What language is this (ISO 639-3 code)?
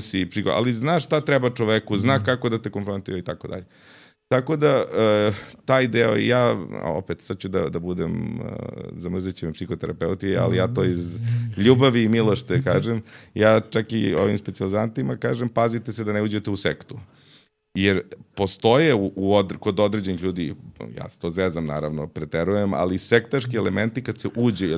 srp